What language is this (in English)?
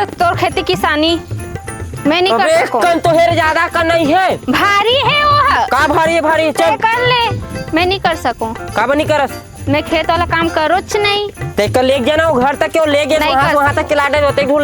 Chhattisgarhi